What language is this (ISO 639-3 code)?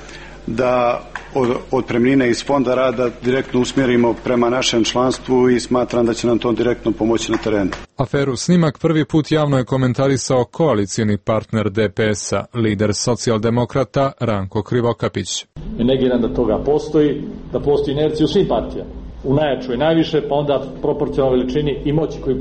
srp